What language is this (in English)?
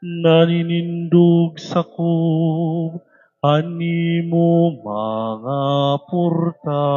Waray